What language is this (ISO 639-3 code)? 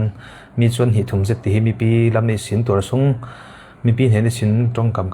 cfm